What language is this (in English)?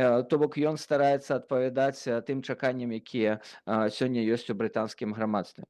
Belarusian